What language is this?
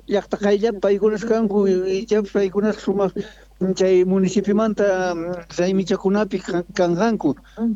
South Bolivian Quechua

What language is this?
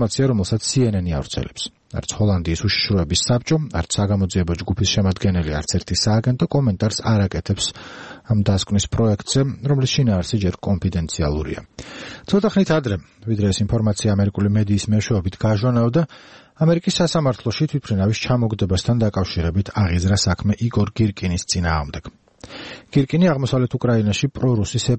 Georgian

